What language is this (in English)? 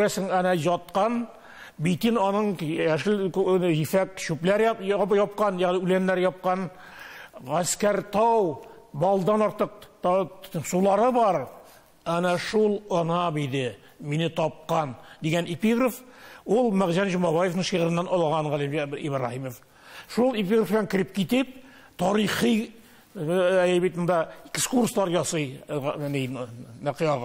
Tatar